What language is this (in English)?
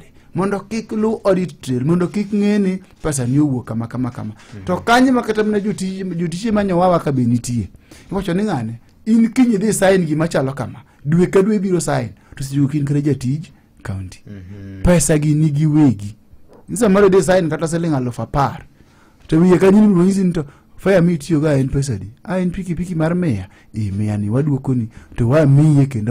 Luo (Kenya and Tanzania)